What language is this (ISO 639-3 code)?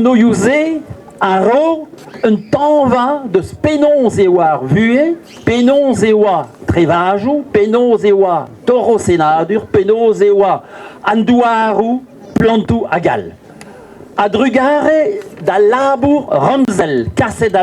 bre